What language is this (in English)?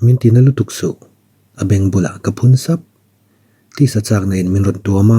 Mizo